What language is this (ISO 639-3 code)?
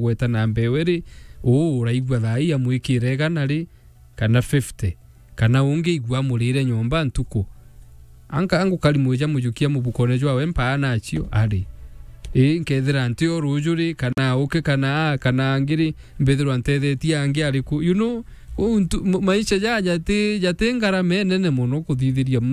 mer